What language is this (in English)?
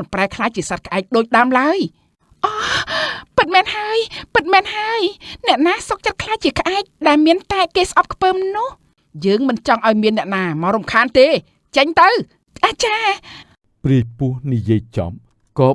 Khmer